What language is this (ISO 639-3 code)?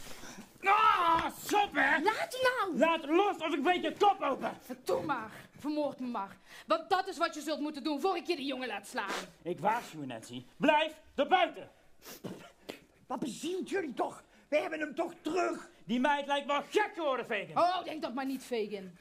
nld